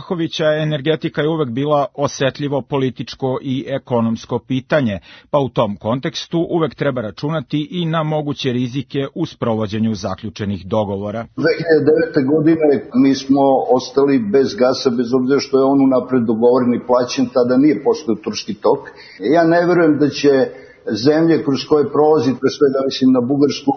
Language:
Serbian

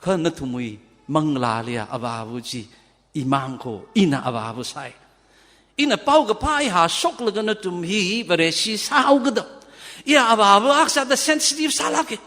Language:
Tangkhul Naga (India)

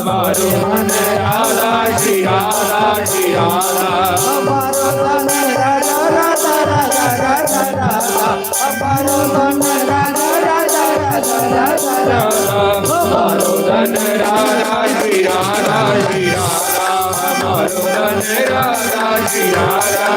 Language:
Dogri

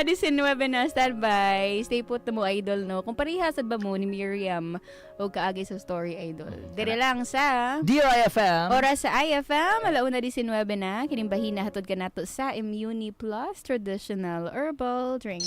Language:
Cebuano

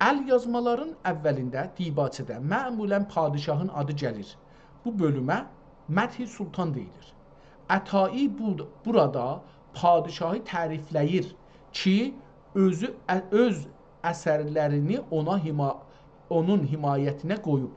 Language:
South Azerbaijani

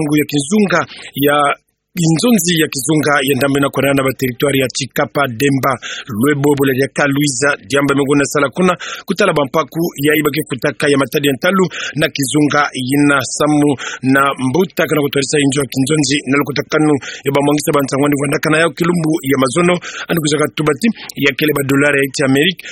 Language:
Kituba (Democratic Republic of Congo)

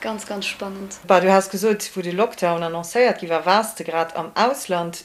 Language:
Luxembourgish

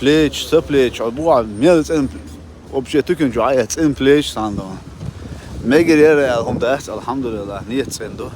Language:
Chechen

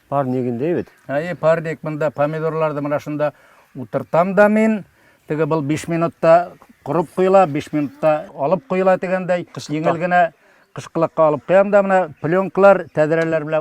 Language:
Bashkir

